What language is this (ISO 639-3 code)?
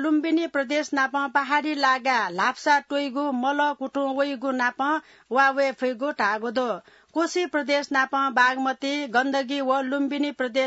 new